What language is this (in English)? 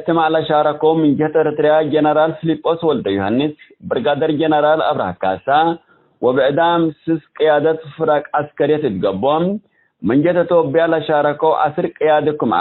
Tigre